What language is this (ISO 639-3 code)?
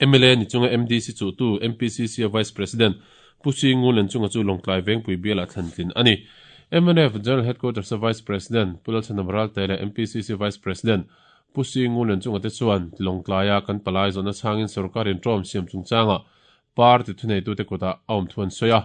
lus